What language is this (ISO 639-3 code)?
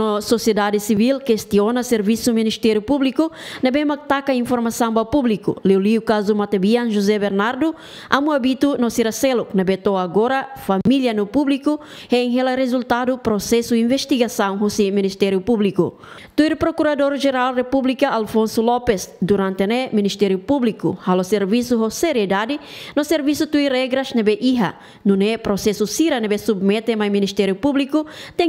tet